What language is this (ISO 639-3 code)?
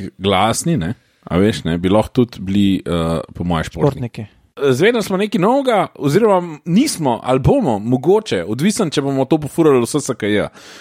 slv